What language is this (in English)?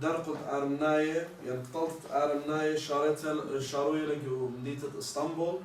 Assyrian Neo-Aramaic